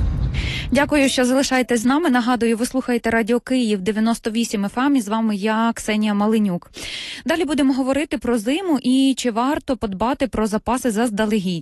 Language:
Ukrainian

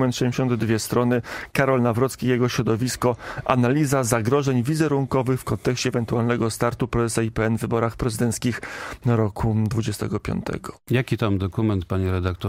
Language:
Polish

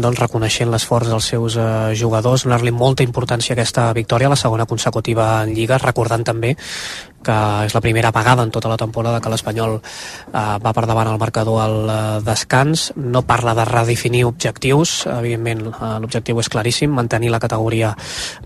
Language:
Catalan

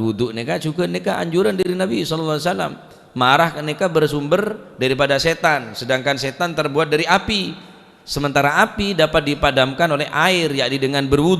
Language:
Madurese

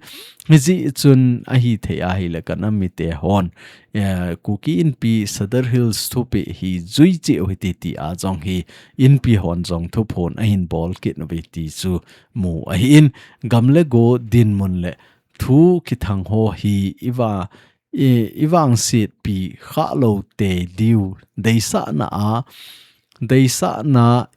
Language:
Thado Chin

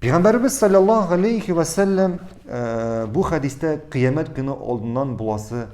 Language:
Tatar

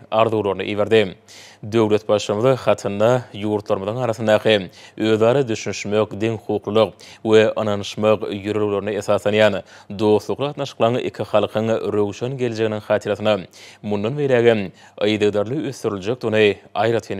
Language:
Turkmen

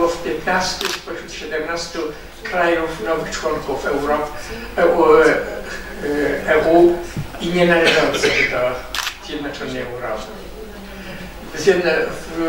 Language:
Polish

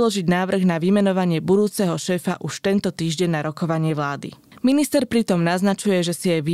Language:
Slovak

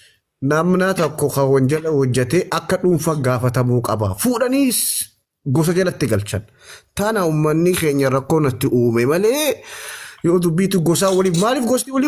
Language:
Oromo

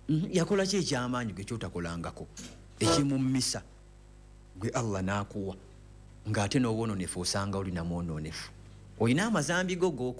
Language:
Ganda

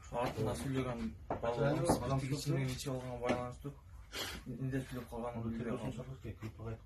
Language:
Kyrgyz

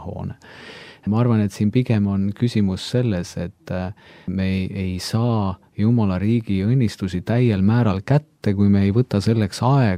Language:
Estonian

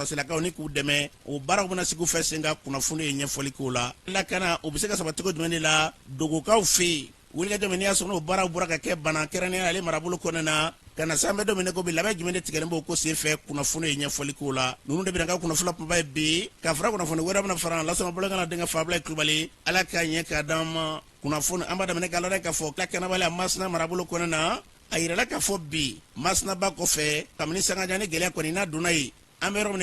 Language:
Bambara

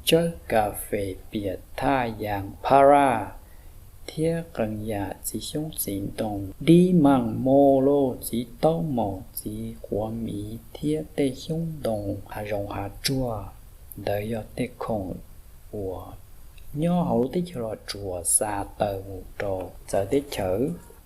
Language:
Hmong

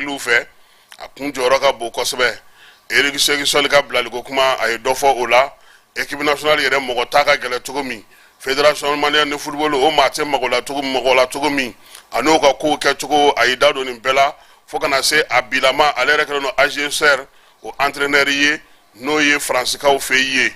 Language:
Bambara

